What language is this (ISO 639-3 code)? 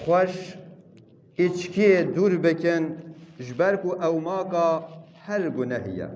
kur